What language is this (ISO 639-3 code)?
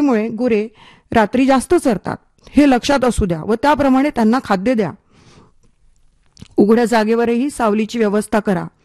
mar